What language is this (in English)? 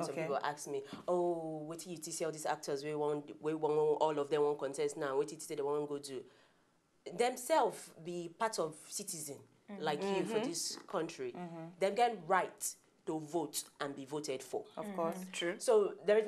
Nigerian Pidgin